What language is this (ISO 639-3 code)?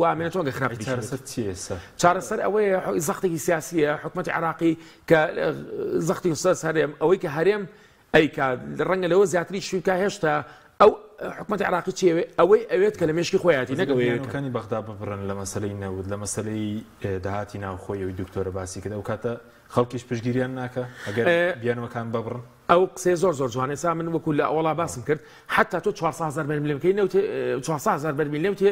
ckb